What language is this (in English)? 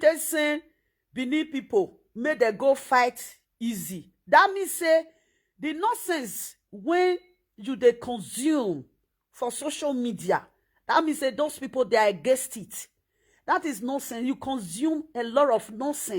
Nigerian Pidgin